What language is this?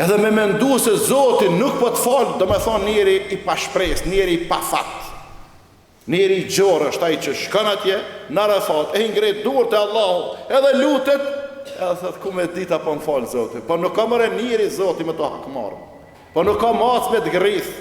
Albanian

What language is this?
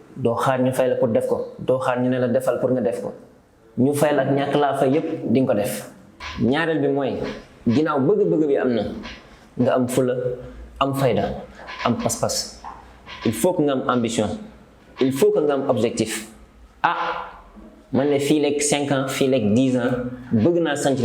Wolof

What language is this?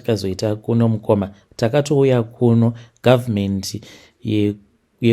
Shona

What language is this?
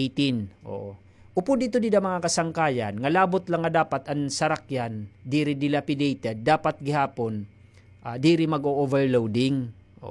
Waray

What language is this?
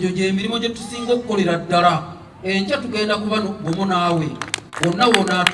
Ganda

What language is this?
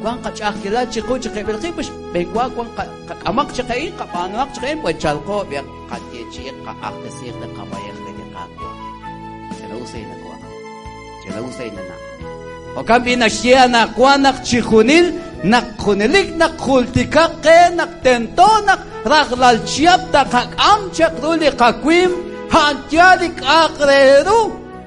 Kekchí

